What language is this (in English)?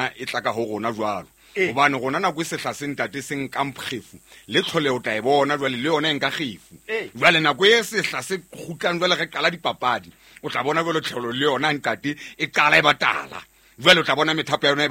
Southern Sotho